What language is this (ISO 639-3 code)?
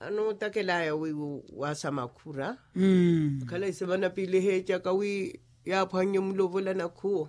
vmw